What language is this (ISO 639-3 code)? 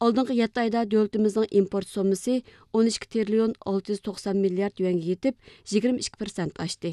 uig